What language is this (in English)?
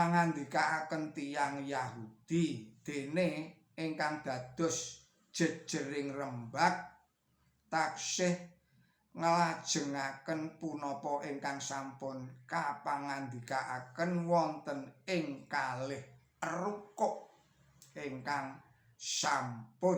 Javanese